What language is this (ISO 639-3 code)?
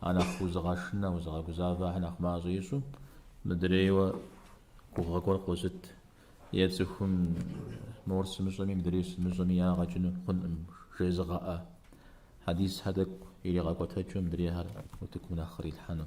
kbd